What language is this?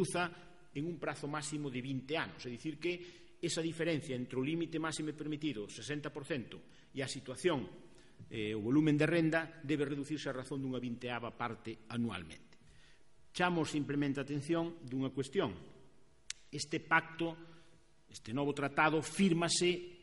Galician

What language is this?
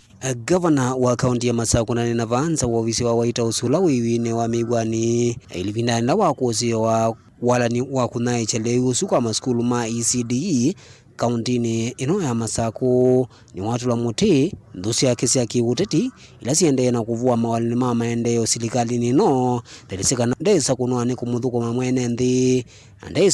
Kamba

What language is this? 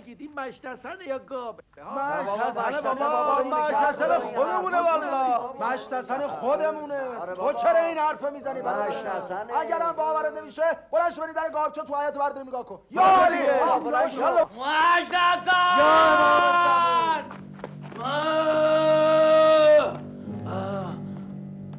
Persian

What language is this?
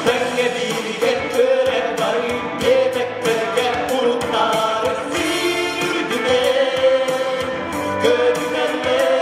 Yakut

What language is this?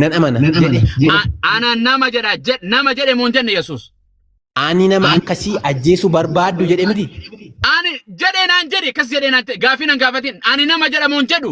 Oromo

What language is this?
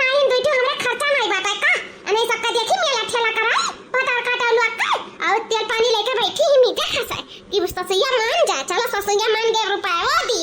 Awadhi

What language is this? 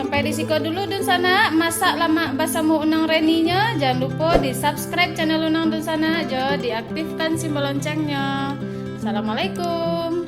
Minangkabau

